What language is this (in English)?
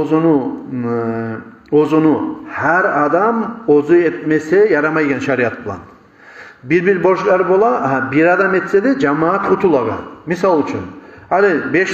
Kumyk